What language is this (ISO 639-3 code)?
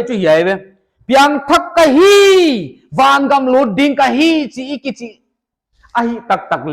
pck